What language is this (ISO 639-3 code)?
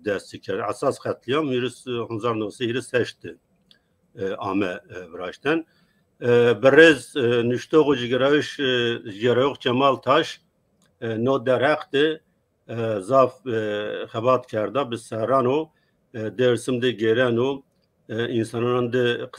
zza